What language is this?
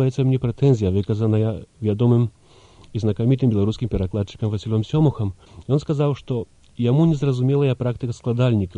Belarusian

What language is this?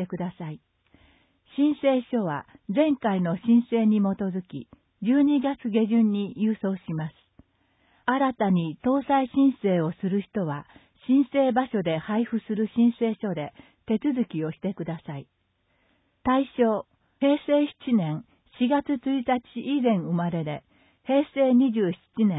Japanese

